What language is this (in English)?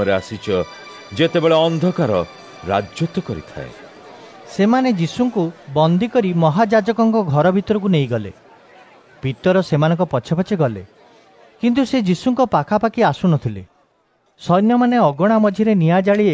Odia